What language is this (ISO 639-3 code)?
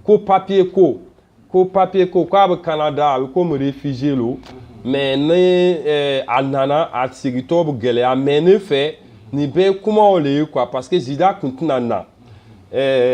bam